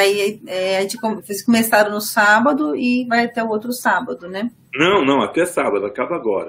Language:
Portuguese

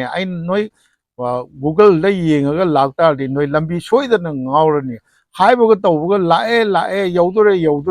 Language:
Manipuri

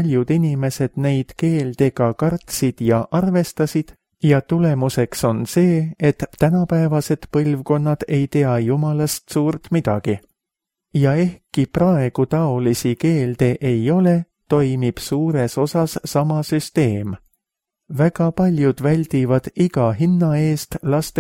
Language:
Estonian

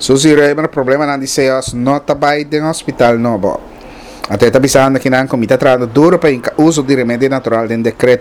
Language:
Papiamento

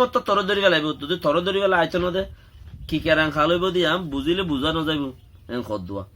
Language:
Rohingya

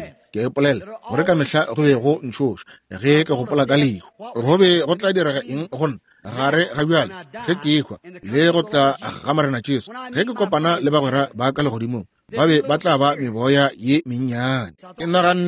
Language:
Northern Sotho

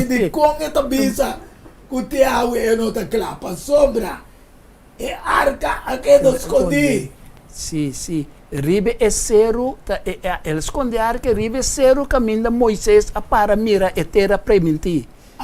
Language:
Papiamento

